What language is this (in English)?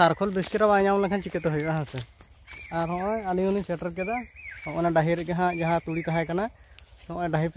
Santali